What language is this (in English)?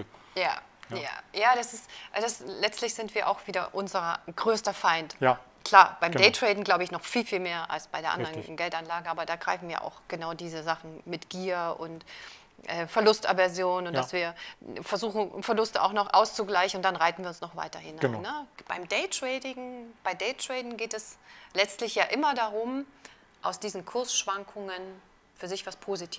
German